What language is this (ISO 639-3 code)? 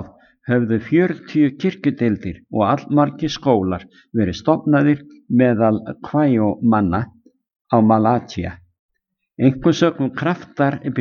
isl